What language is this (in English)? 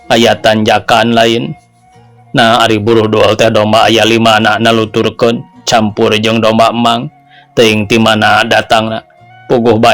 Sundanese